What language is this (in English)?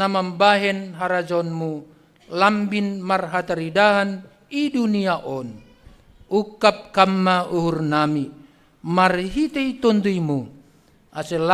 Batak Simalungun